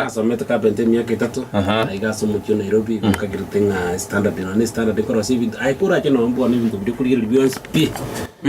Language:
Gusii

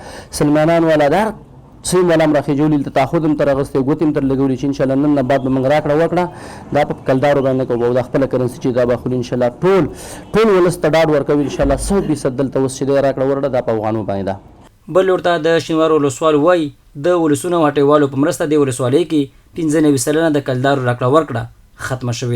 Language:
Pashto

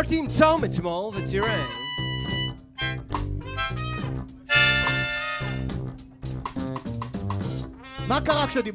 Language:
Hebrew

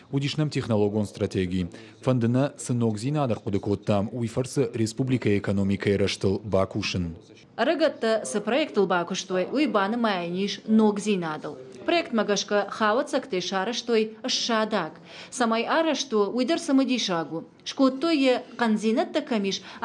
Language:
Ossetic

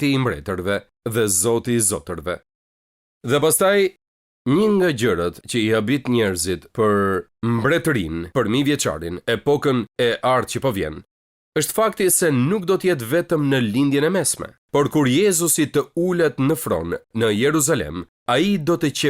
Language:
Albanian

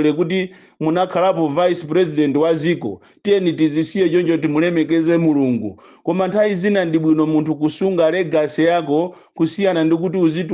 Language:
Nyanja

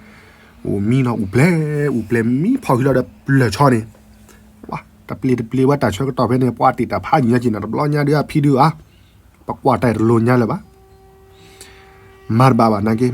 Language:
S'gaw Karen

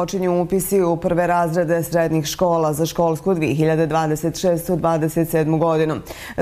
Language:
Bosnian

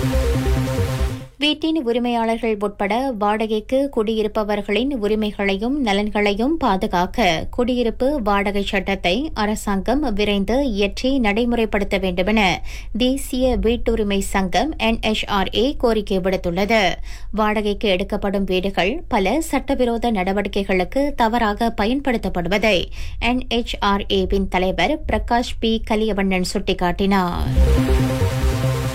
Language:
Tamil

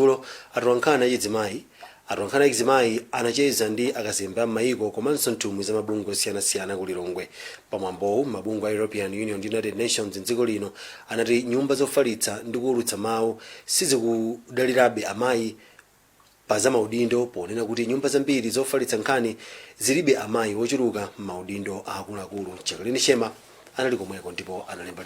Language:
Nyanja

